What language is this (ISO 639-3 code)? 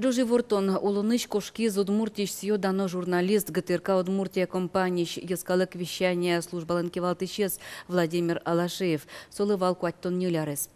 udm